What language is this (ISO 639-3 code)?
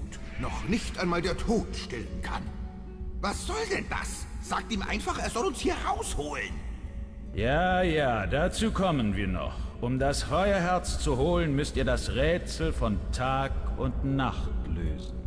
gsw